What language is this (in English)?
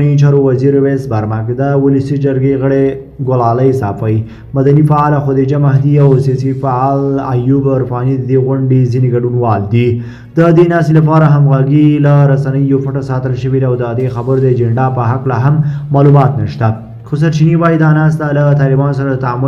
Pashto